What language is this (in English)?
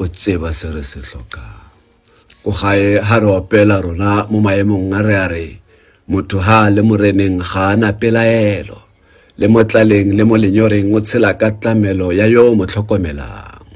Tswana